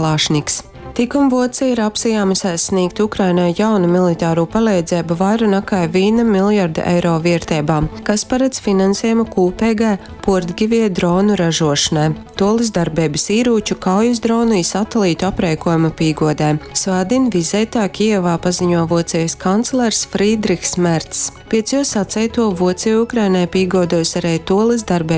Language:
Latgalian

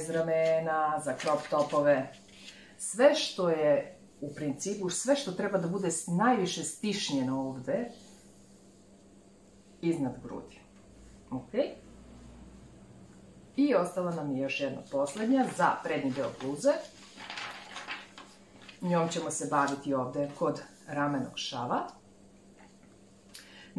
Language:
Serbian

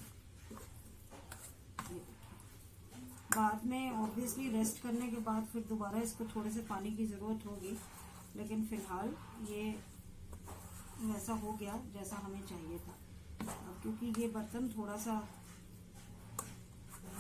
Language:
Hindi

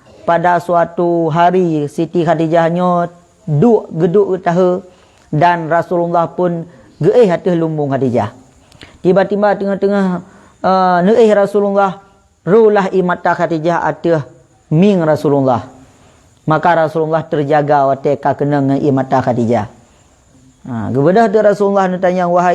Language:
Achinese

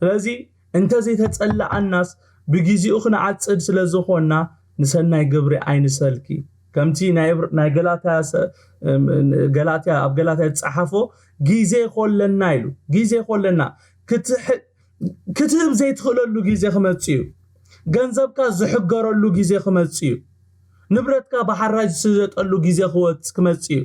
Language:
Tigrinya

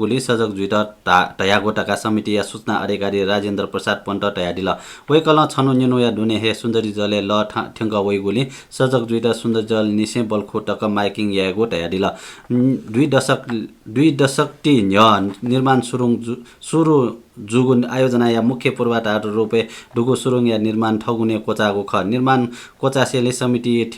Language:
Newari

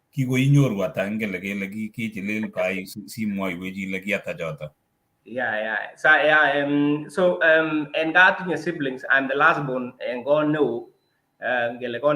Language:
Kalenjin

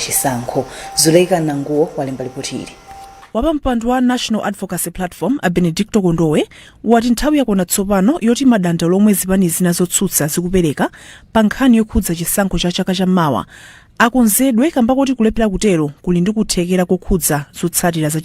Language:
Nyanja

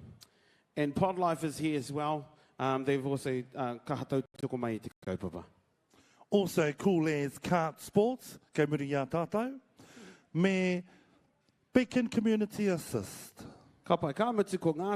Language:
Māori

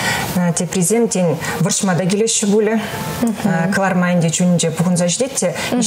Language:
Chuvash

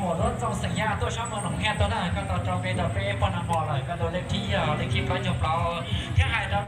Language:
Hmong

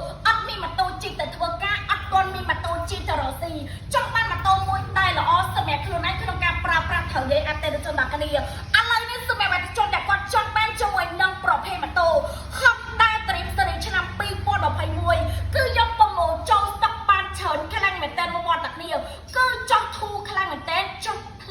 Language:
Khmer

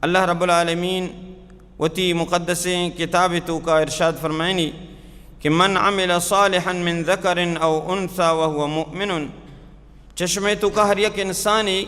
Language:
Baluchi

